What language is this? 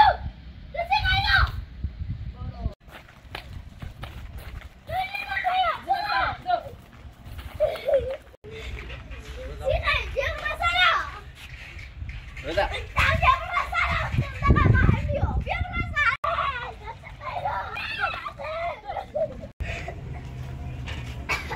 Persian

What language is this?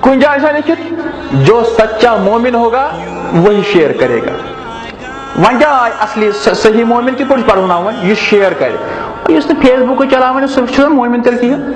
Kashmiri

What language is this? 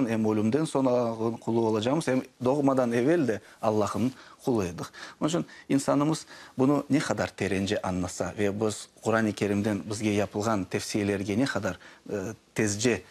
Crimean Tatar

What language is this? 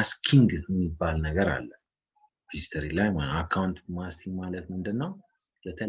Amharic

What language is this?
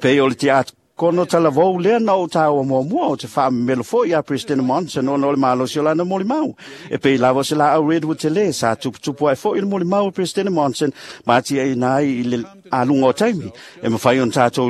Samoan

